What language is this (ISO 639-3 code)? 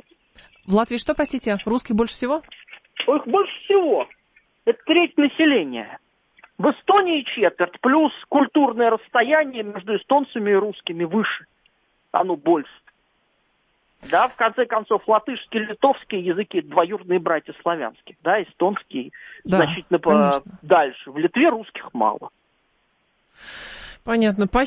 rus